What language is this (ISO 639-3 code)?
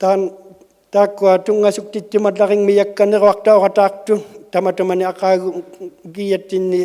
iku